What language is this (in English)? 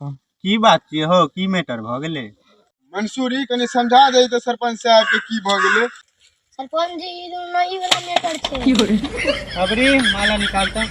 Maithili